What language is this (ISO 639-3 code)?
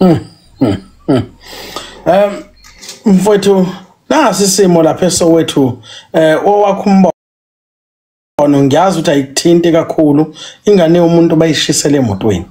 zul